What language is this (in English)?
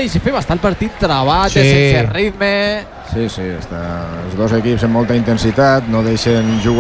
Catalan